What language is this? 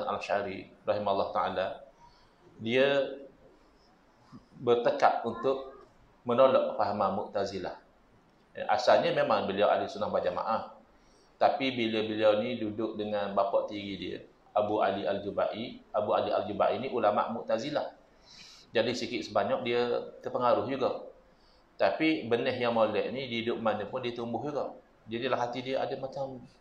Malay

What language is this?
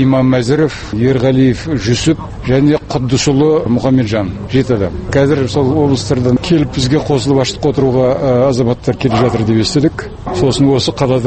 Kazakh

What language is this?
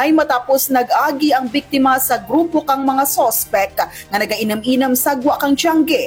Hiligaynon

